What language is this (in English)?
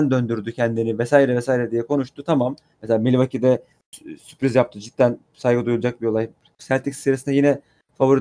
Turkish